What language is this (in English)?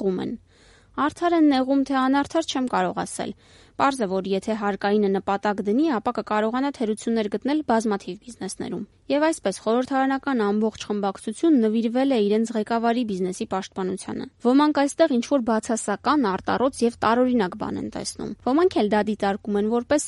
Armenian